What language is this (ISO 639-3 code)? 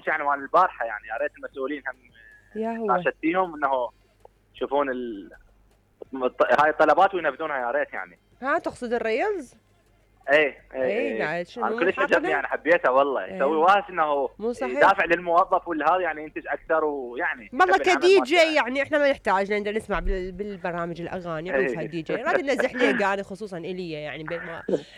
acm